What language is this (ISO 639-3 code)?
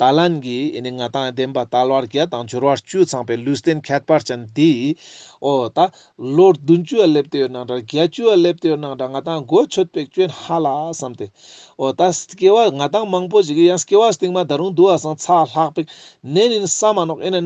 lbj